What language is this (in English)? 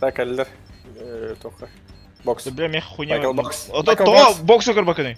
Yakut